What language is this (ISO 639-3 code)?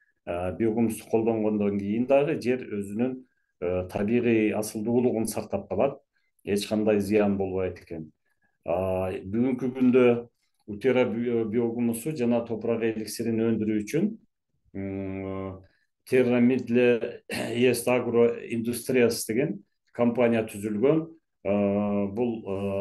kir